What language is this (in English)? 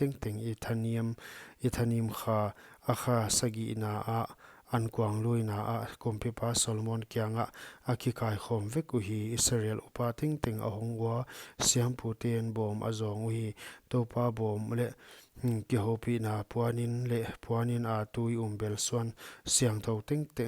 Paite Chin